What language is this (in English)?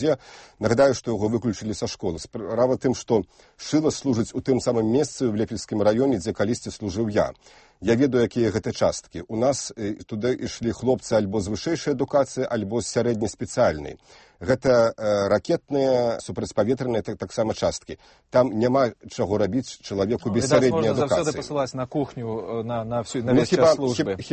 Belarusian